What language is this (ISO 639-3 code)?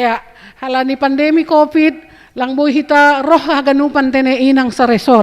bts